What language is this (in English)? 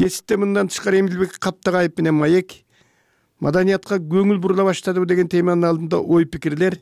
Kyrgyz